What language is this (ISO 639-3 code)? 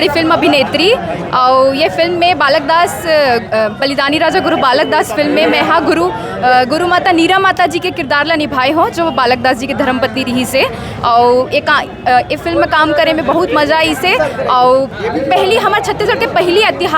hne